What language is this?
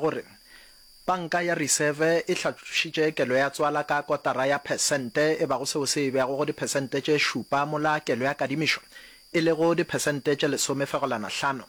Northern Sotho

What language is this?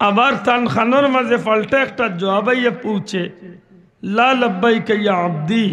Sylheti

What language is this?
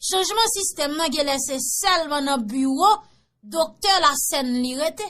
Haitian Creole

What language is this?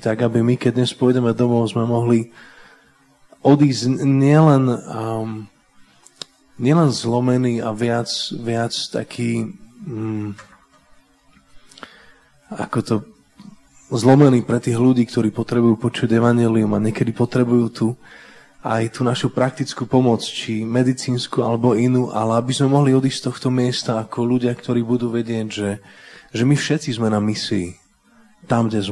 Slovak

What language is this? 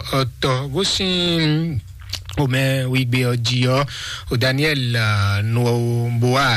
Fon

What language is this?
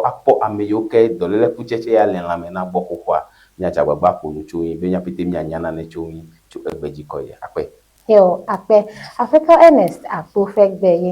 Ewe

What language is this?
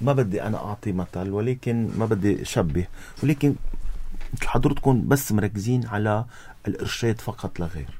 North Levantine Arabic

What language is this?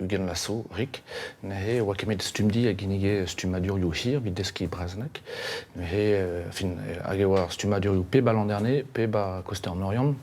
Breton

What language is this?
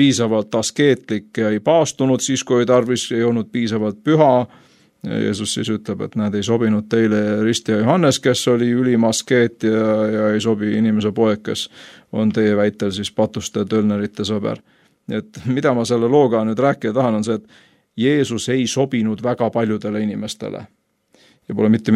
Estonian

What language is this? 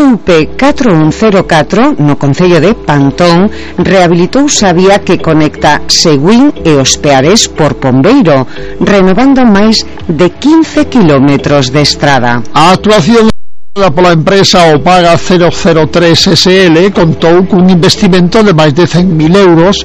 Galician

